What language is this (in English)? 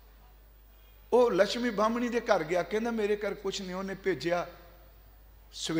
Punjabi